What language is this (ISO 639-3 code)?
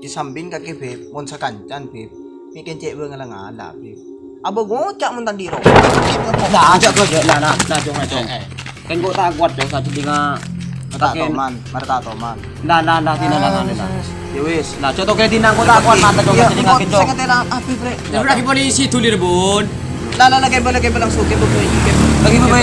mad